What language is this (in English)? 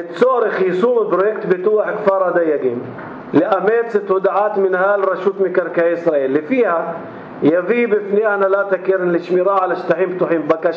North Levantine Arabic